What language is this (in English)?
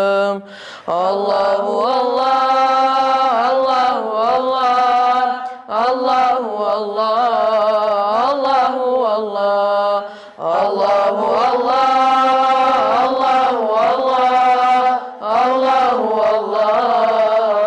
Bosnian